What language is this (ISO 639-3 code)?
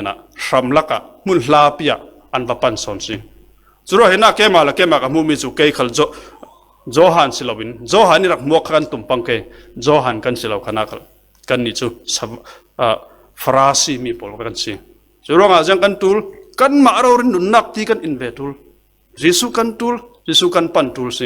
cfm